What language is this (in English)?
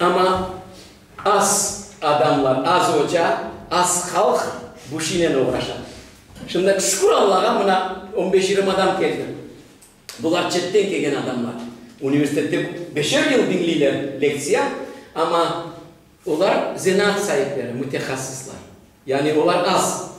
Crimean Tatar